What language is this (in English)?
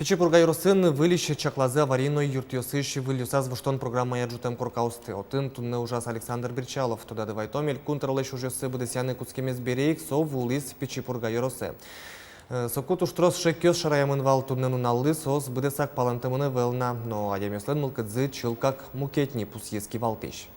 Udmurt